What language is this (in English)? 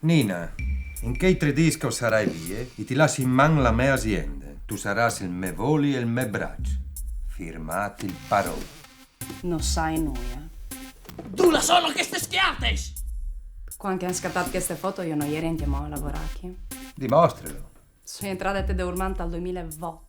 Friulian